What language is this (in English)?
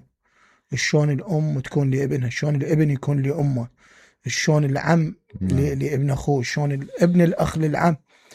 Mesopotamian Arabic